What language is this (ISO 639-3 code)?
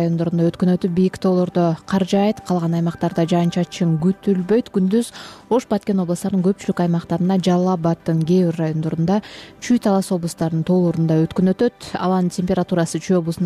kir